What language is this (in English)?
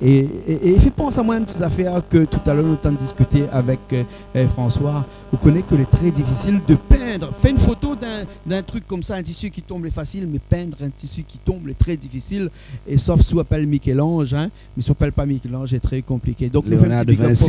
Réunion Creole French